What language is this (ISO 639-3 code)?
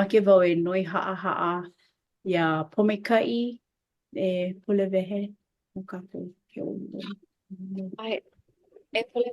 haw